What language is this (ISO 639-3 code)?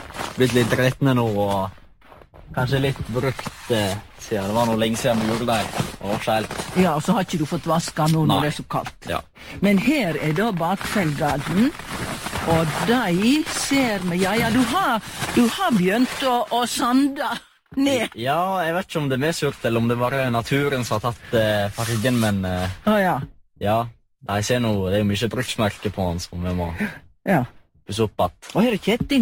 nor